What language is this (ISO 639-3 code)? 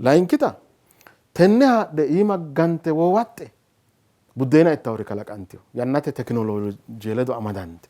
sid